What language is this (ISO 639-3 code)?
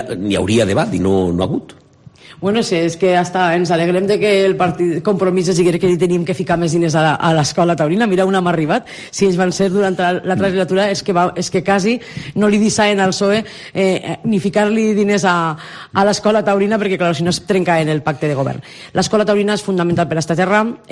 cat